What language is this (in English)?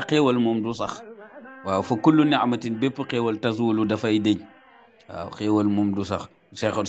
Wolof